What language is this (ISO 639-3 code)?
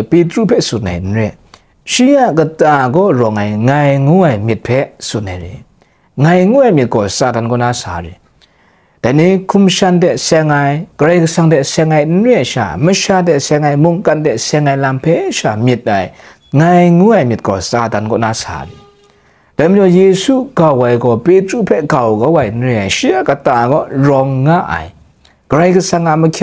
kac